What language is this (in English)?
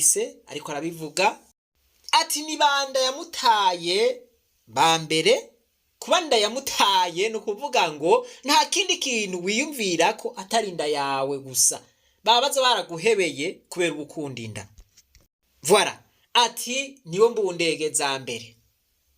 Rundi